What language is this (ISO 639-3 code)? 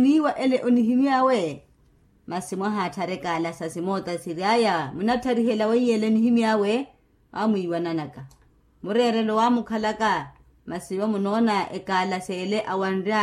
vmw